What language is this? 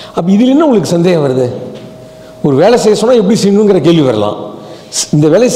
Tamil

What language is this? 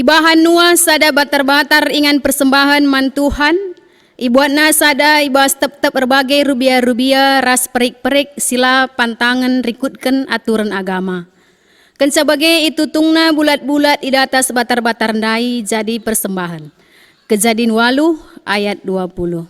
Batak Karo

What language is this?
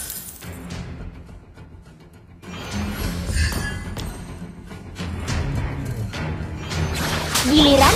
Indonesian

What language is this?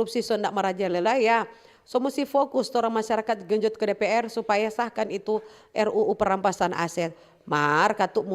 Manado Malay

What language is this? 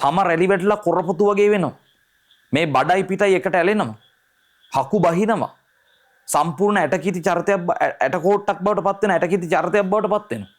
Sinhala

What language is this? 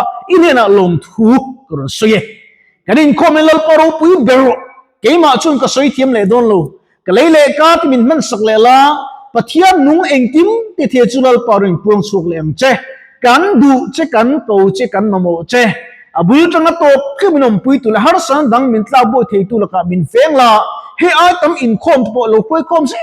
Mizo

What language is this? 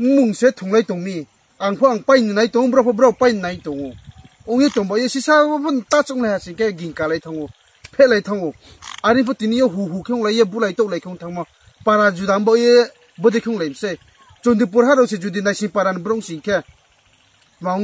Riang (India)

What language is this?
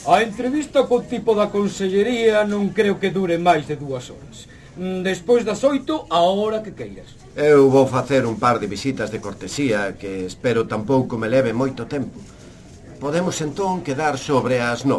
Galician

